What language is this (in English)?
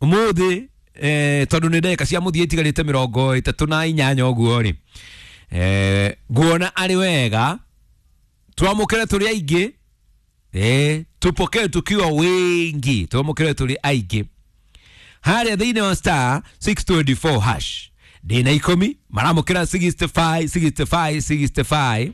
Kikuyu